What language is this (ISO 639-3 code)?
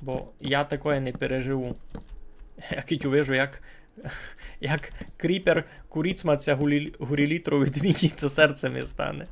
rue